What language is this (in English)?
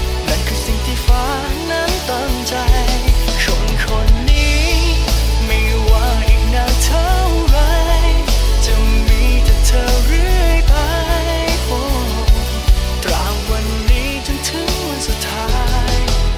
Thai